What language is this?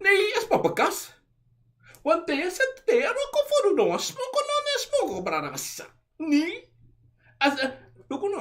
Sranan Tongo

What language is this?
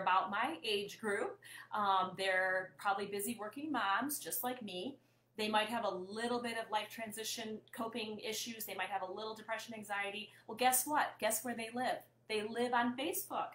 English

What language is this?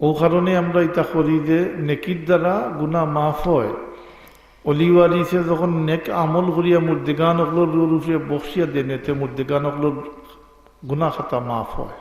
Sylheti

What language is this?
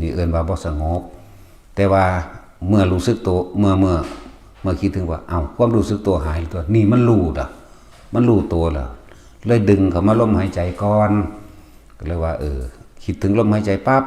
Northeastern Thai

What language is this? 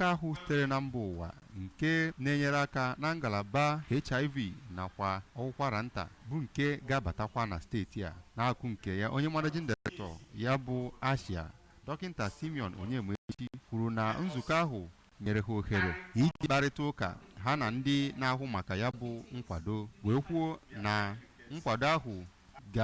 Igbo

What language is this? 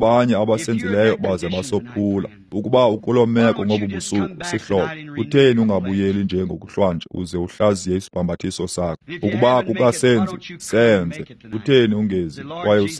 Xhosa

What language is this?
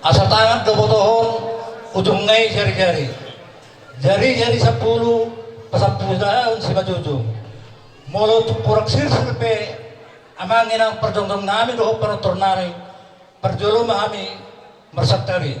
Batak Toba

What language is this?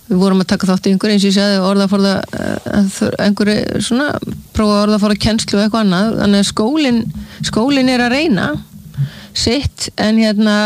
Icelandic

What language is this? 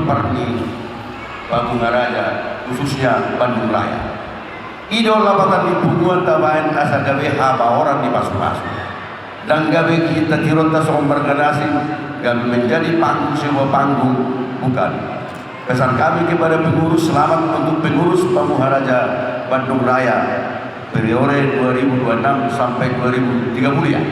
Batak Toba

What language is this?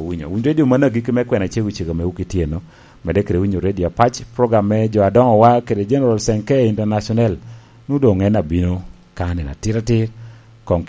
Lango (Uganda)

